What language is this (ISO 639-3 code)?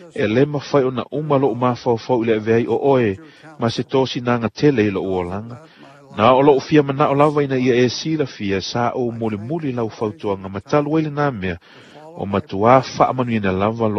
smo